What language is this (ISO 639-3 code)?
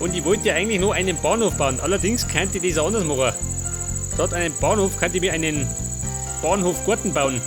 bar